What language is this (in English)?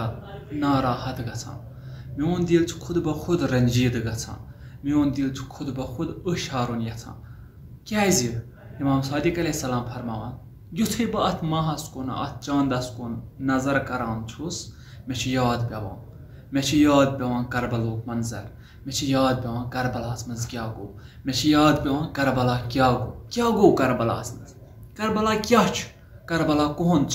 Kashmiri